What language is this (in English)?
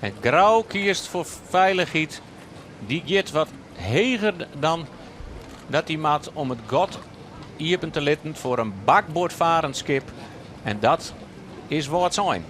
Western Frisian